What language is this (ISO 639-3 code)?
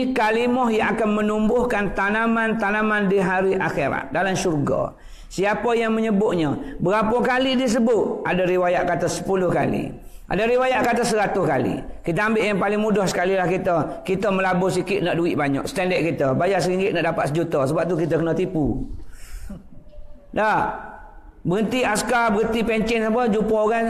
msa